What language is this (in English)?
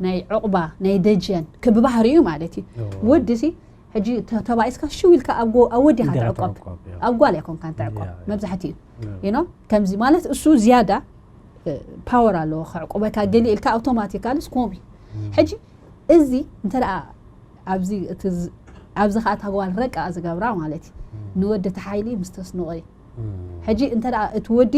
Tigrinya